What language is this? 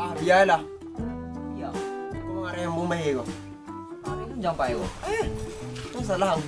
Minangkabau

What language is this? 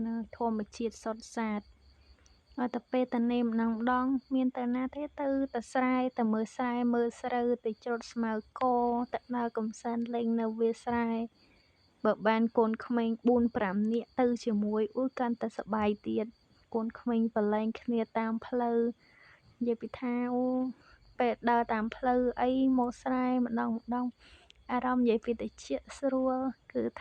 Khmer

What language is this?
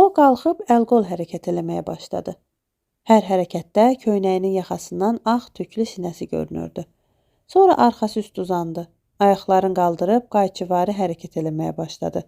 Azerbaijani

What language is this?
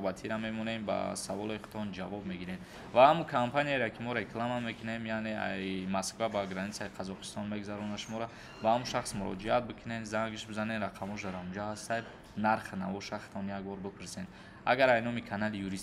Tajik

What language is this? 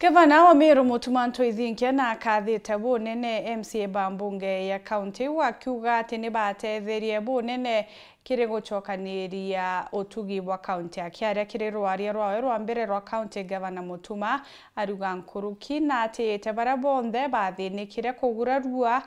Meru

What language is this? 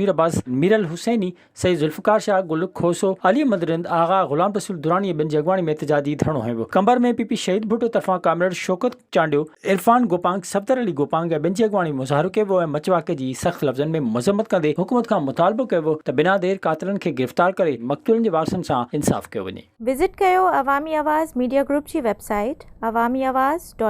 Sindhi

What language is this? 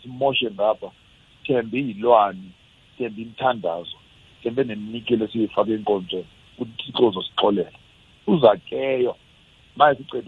South Ndebele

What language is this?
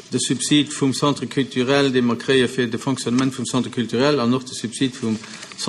Luxembourgish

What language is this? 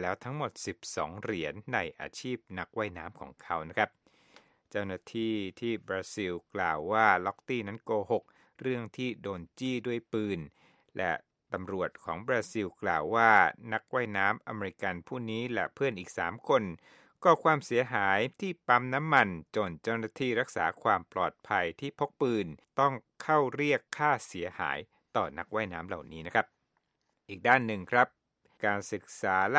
Thai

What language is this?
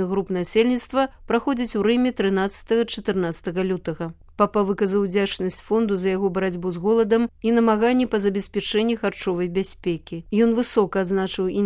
Belarusian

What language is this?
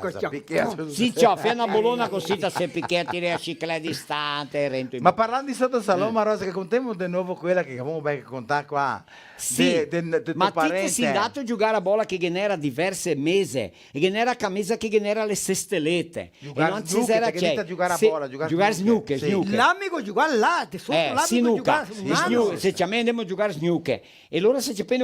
Venetian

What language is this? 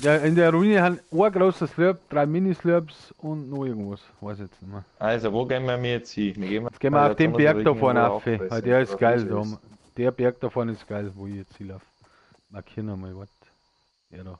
Bavarian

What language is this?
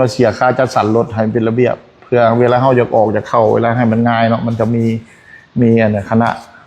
Lao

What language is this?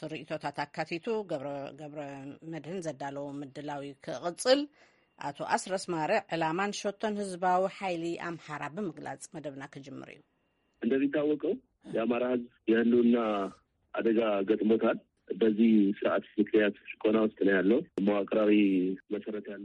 Tigrinya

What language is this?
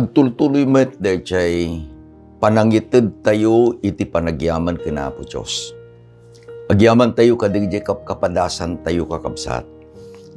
Iloko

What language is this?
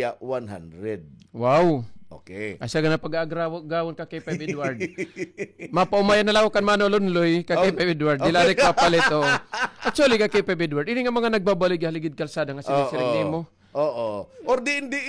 Waray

